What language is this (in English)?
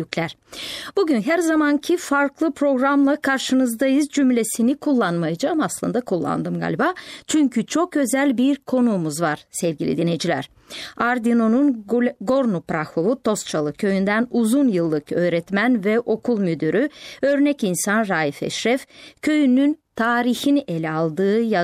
Turkish